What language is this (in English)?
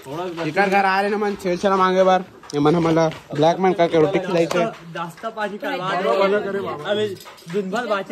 Chhattisgarhi